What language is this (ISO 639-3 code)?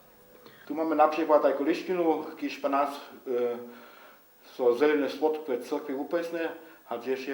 hsb